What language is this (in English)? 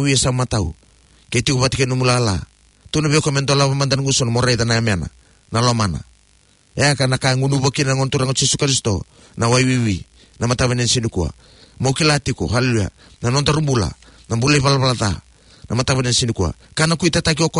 Fijian